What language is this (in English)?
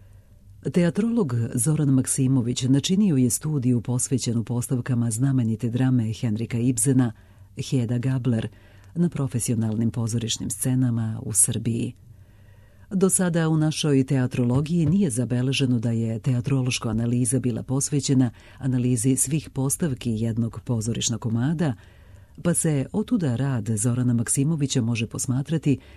Serbian